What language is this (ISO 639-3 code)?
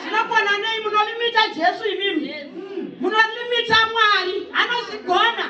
sna